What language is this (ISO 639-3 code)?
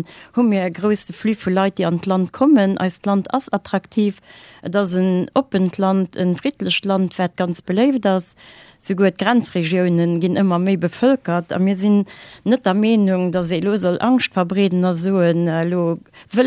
ltz